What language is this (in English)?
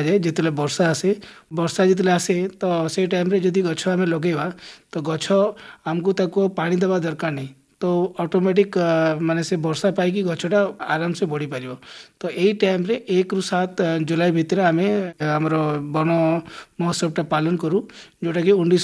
Odia